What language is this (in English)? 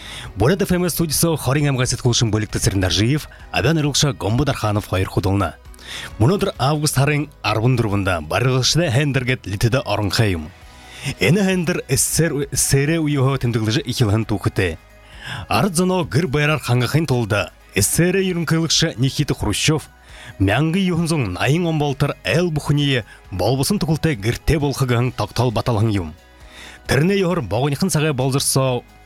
Buriat